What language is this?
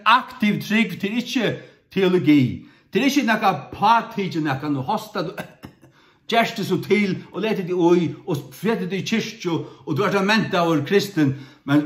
Faroese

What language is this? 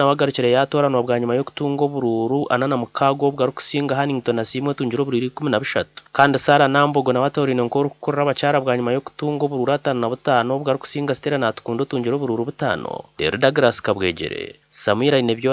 Nyankole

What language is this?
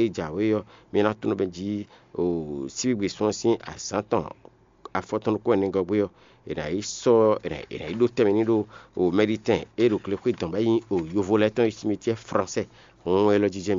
Fon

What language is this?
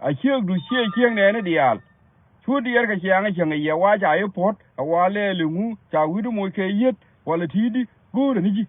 Nuer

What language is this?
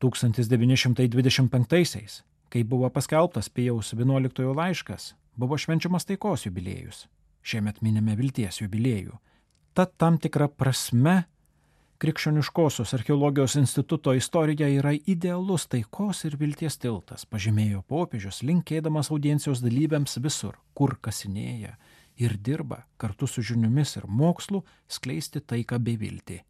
Lithuanian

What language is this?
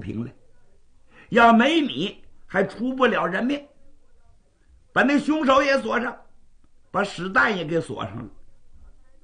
Chinese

